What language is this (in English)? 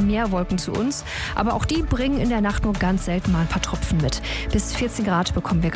German